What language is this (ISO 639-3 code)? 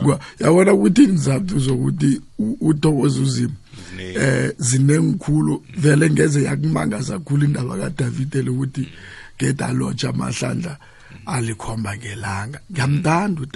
nbl